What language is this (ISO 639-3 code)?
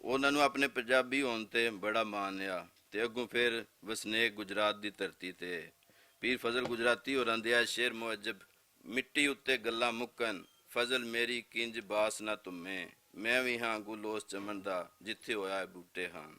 lah